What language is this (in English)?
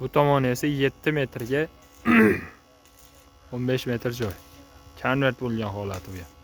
Uzbek